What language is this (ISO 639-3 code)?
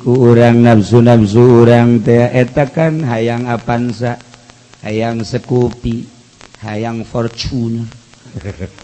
sun